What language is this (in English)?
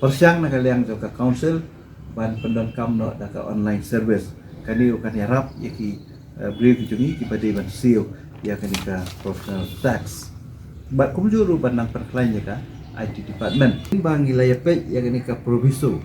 Khasi